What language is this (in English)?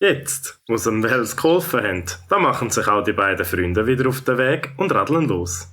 Swiss German